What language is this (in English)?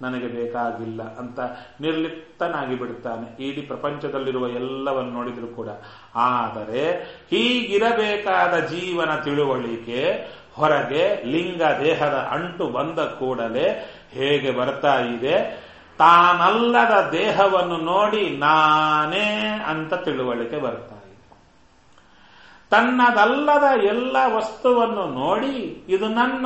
Kannada